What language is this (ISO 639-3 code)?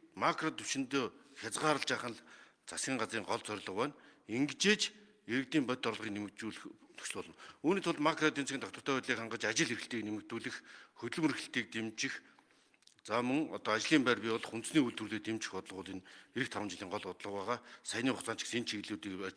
mon